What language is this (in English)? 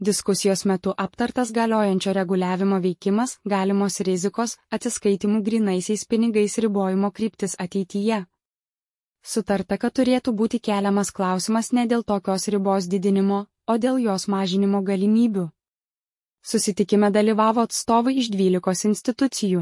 Lithuanian